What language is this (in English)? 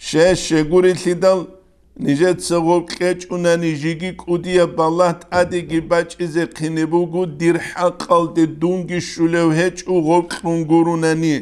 Avaric